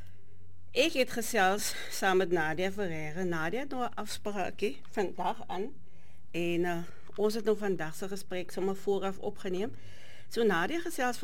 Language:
Afrikaans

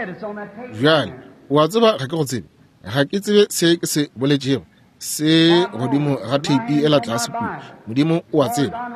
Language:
Northern Sotho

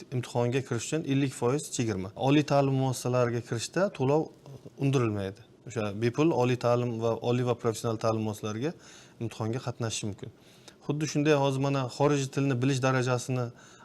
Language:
Uzbek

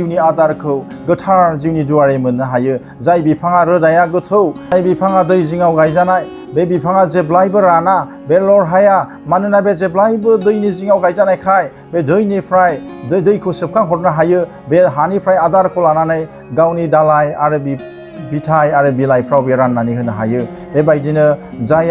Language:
Bodo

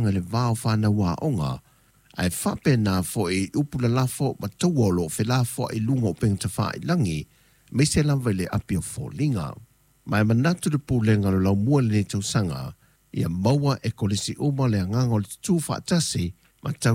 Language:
Samoan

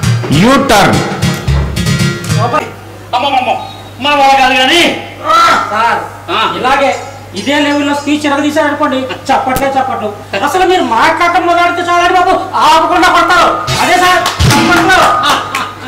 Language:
Telugu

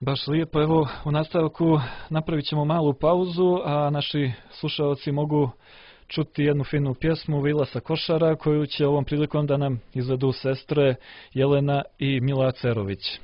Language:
Serbian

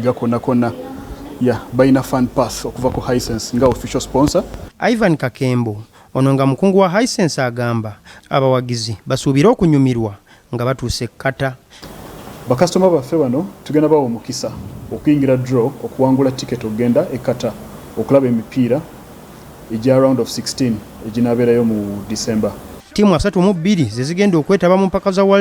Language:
Ganda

